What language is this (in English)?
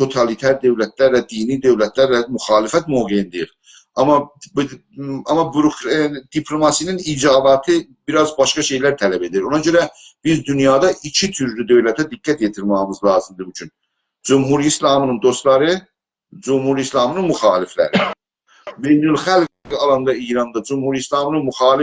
South Azerbaijani